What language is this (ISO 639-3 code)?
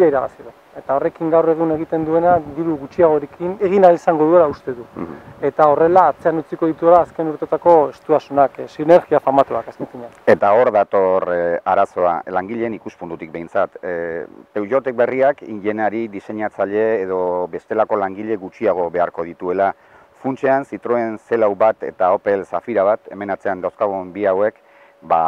eus